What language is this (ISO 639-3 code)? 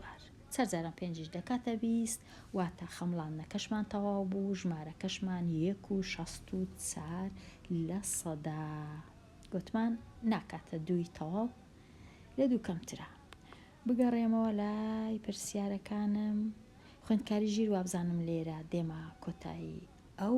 ckb